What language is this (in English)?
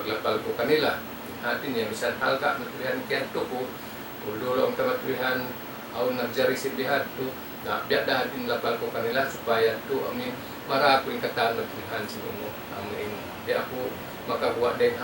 Tausug